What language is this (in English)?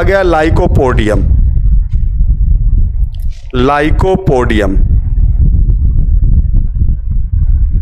Hindi